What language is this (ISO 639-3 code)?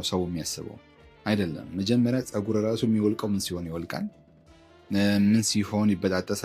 amh